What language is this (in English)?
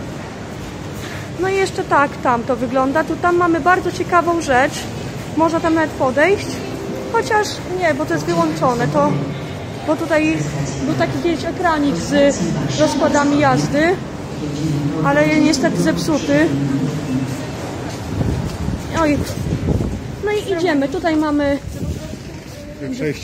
Polish